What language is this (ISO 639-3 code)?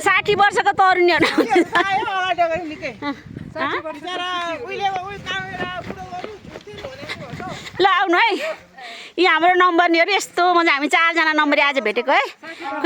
nep